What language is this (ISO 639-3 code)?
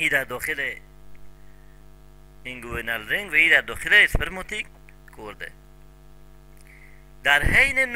fas